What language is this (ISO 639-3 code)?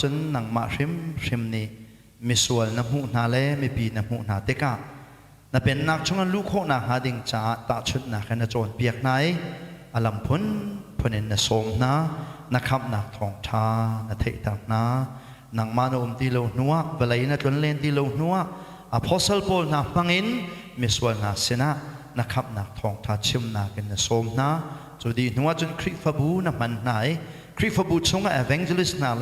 cnh